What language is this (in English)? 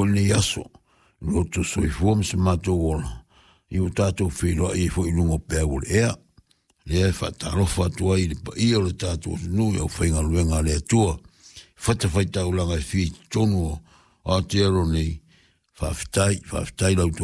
Samoan